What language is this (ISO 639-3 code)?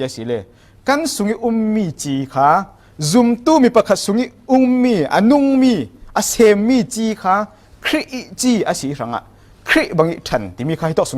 cfm